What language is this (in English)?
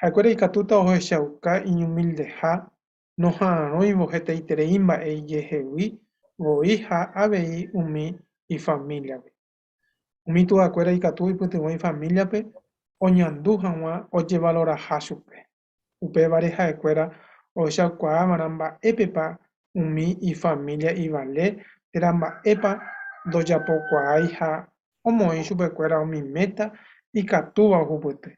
Guarani